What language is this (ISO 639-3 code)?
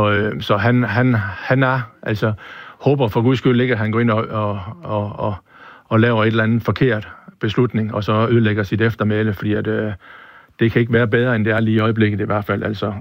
dan